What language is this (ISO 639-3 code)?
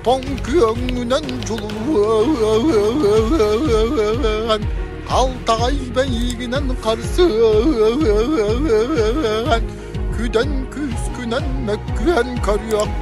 sah